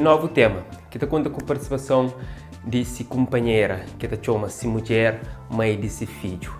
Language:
Kabuverdianu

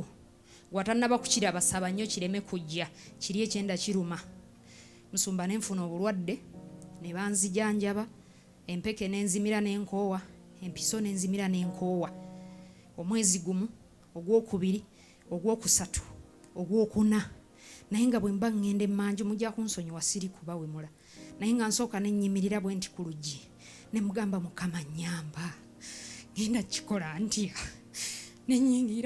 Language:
Ganda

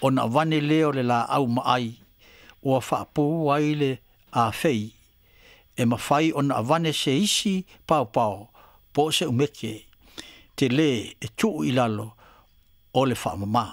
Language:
Samoan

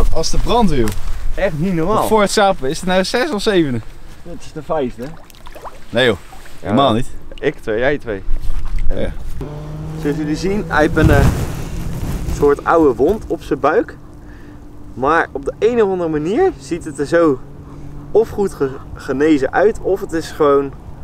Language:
Dutch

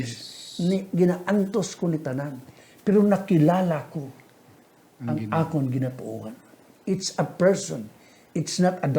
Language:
Hiligaynon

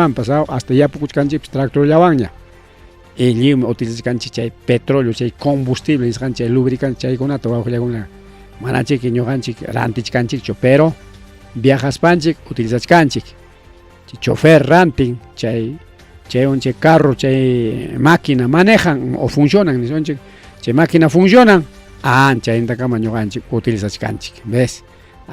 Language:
Ayacucho Quechua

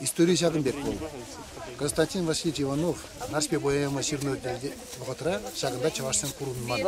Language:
Chuvash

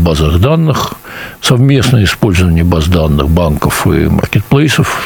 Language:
Russian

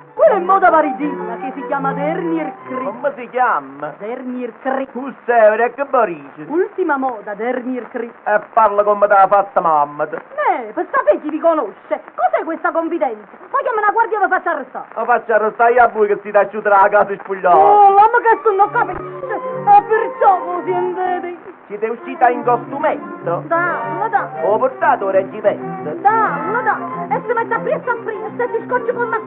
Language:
Neapolitan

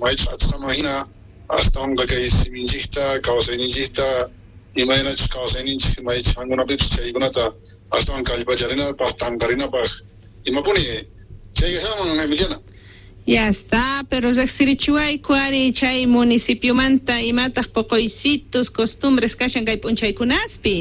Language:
South Bolivian Quechua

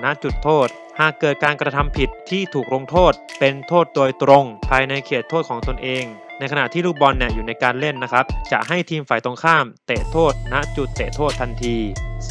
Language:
Thai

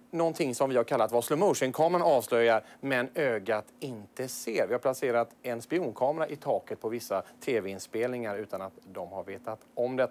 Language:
Swedish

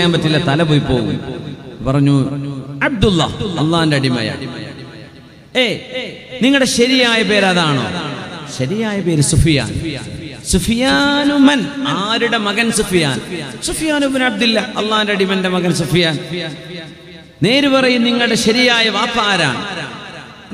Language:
Malayalam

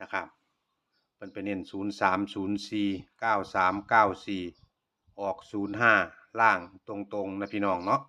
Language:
Northeastern Thai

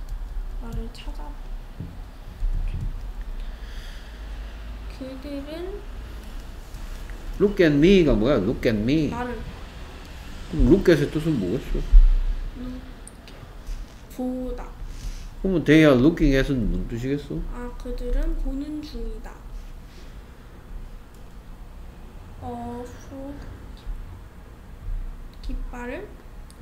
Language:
Korean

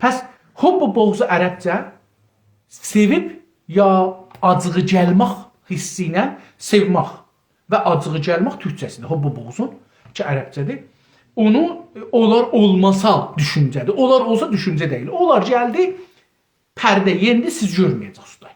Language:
South Azerbaijani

